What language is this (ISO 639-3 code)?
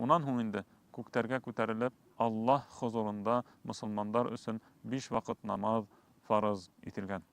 bak